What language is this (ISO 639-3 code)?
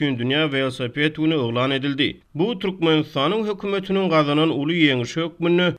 tuk